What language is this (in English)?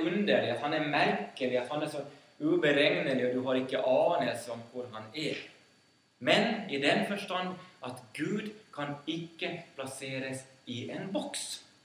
Norwegian